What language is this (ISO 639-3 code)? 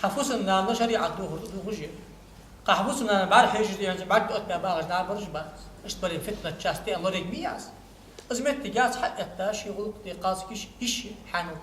inh